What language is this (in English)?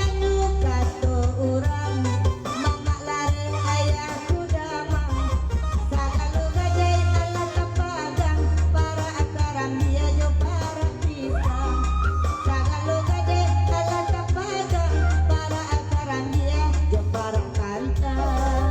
Minangkabau